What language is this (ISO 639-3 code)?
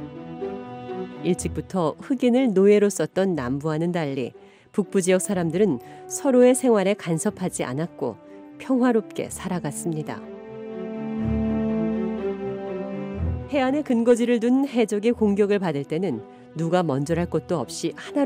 kor